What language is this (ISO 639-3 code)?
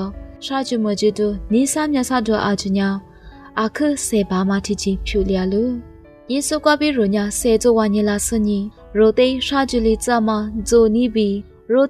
lis